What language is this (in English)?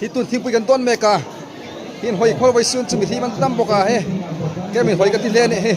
Hmar